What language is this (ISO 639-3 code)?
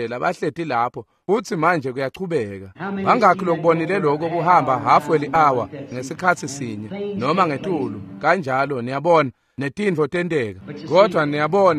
ssw